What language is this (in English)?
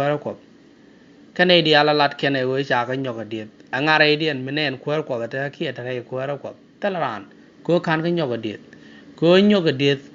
Nuer